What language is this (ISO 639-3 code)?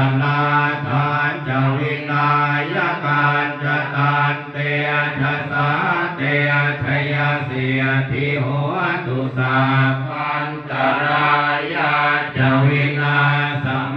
pli